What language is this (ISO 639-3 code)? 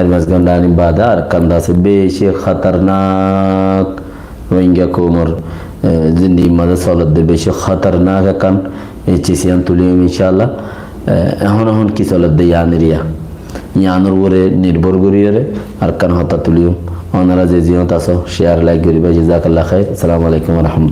rhg